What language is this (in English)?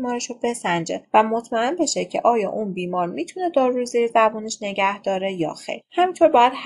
Persian